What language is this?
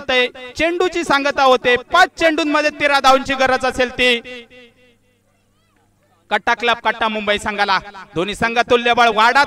Marathi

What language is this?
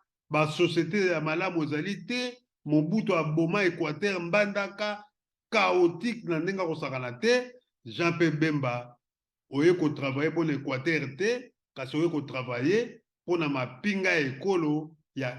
Lingala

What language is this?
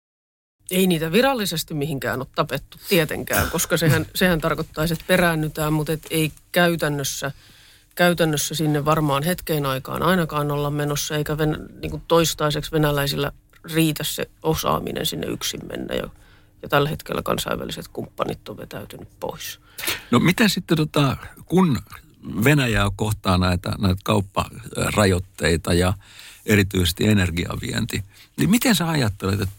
Finnish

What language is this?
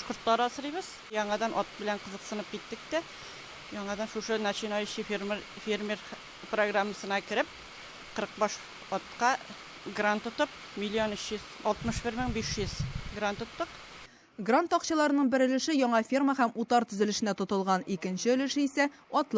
Tatar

